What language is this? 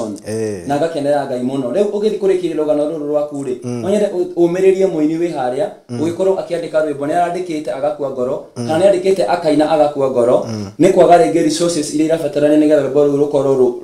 Kikuyu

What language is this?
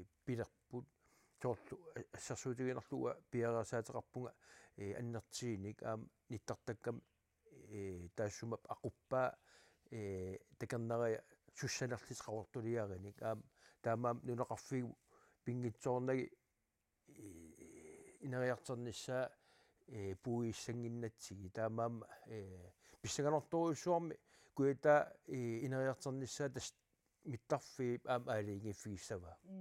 Kalaallisut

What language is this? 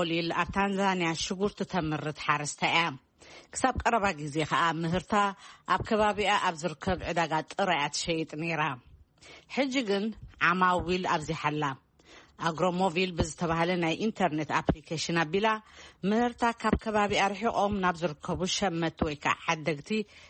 Tigrinya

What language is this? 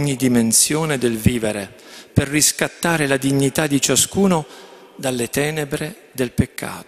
Italian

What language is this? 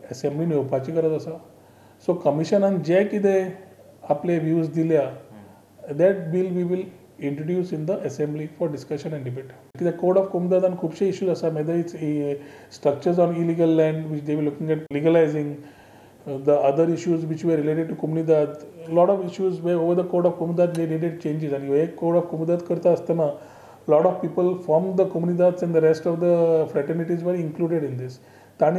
Konkani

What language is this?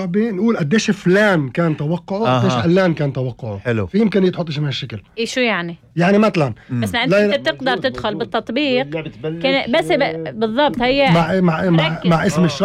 North Levantine Arabic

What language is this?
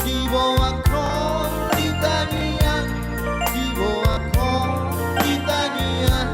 Batak Toba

